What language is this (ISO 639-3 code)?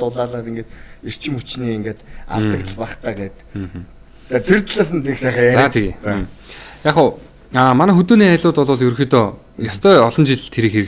mon